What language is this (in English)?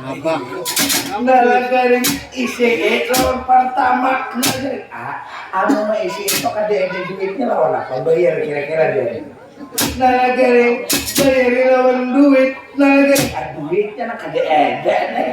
Banjar